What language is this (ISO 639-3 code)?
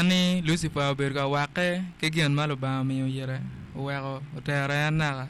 ach